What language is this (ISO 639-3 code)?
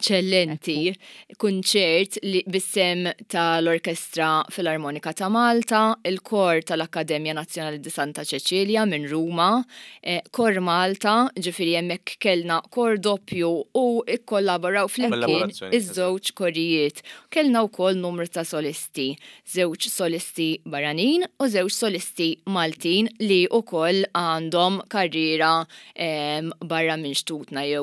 mlt